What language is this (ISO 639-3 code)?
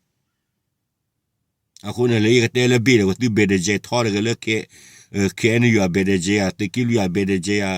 ksw